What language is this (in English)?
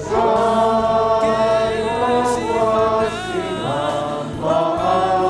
Batak Simalungun